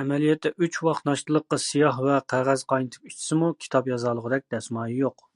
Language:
Uyghur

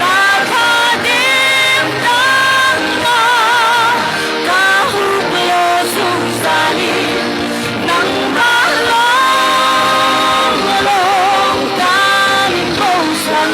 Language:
Hakha Chin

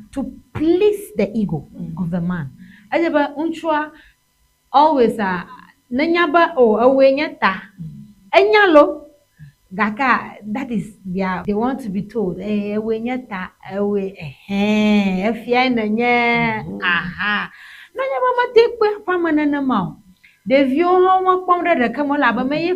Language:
Ewe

